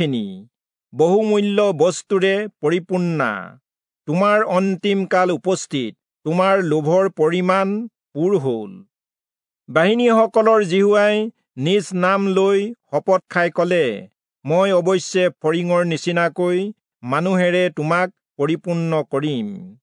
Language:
Assamese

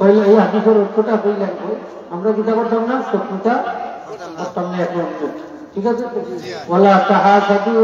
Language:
Sylheti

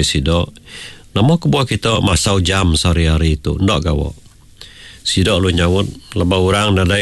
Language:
Iban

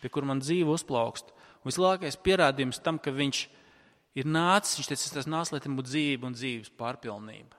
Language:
Latvian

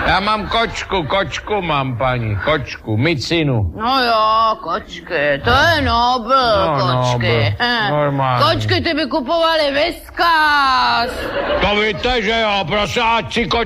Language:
Czech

